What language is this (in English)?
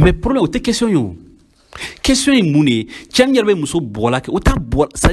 Bambara